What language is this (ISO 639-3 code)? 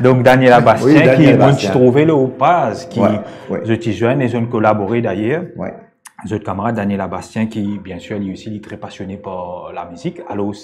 mfe